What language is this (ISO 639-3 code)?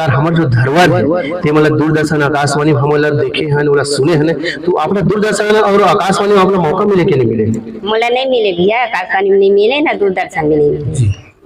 hne